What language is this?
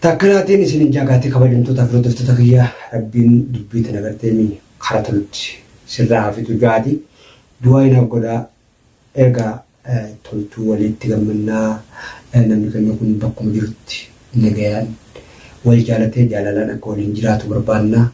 Oromo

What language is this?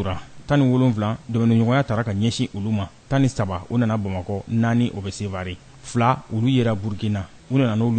Bambara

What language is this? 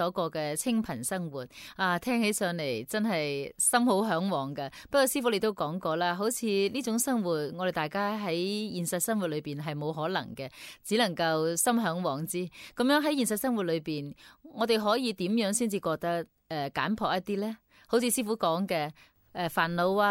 Cantonese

